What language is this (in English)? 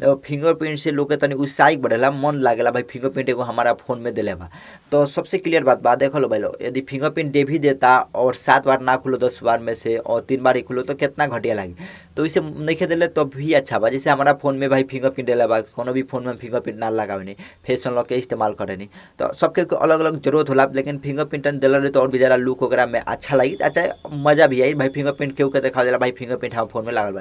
Bhojpuri